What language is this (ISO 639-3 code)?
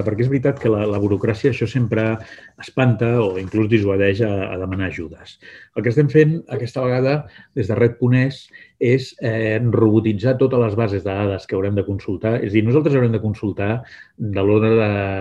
cat